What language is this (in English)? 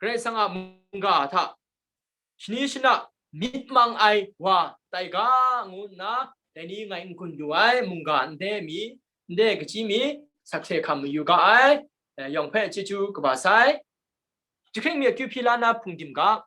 Kachin